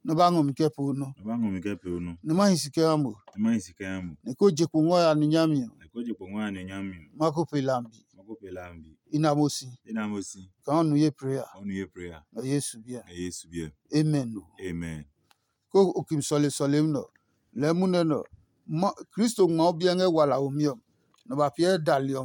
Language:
Adangme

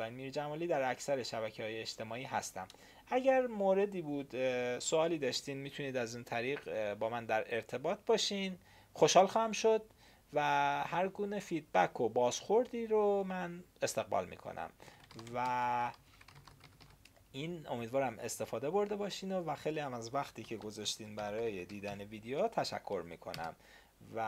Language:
Persian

